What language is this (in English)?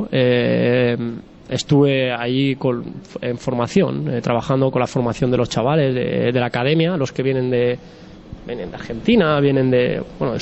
Spanish